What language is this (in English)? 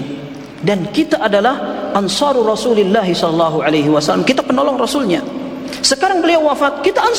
Indonesian